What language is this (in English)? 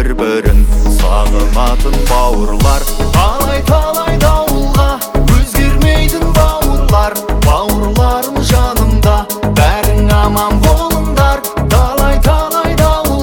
Kazakh